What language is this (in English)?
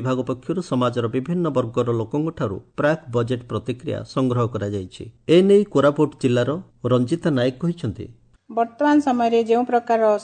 Odia